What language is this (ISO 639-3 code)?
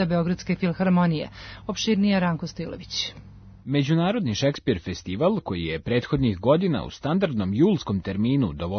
srp